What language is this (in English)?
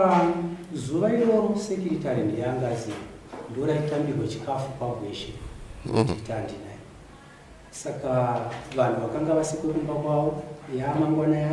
Shona